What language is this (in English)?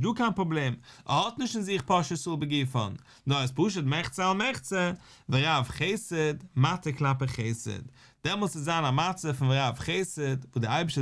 Yiddish